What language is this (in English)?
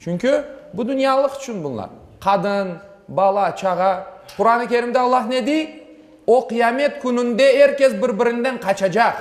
Crimean Tatar